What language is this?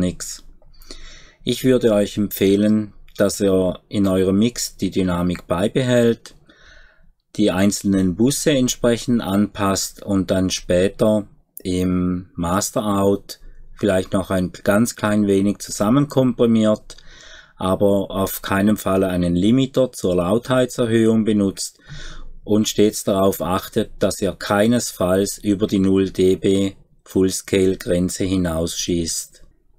German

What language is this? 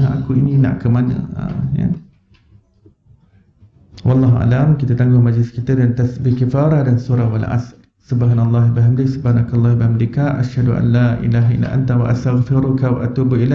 Malay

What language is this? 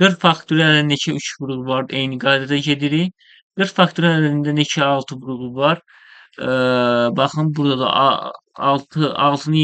Azerbaijani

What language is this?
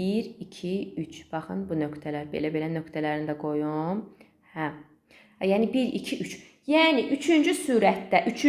Azerbaijani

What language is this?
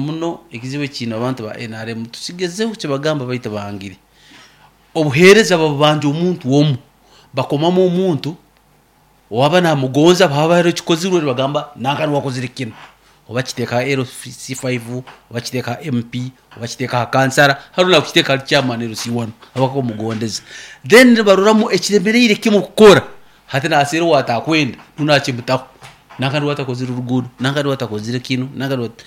Nyoro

